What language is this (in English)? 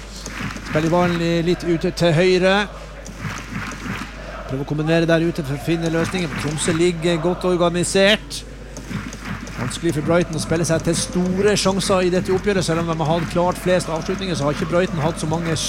Norwegian